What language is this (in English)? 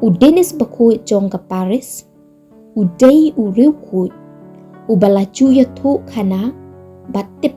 Khasi